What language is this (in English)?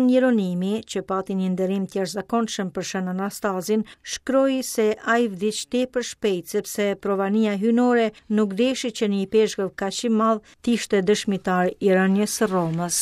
Albanian